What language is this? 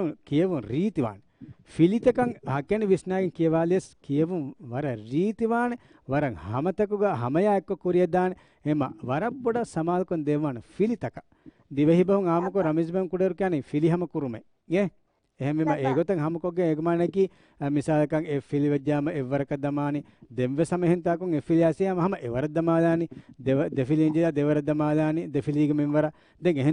Divehi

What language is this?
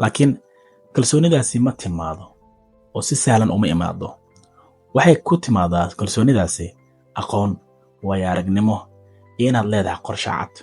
Somali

